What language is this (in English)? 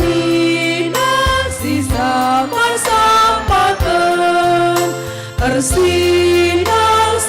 Batak Karo